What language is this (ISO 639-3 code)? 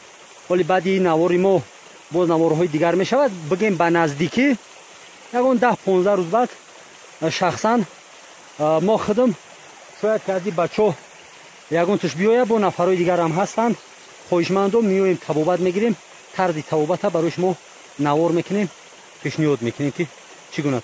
tgk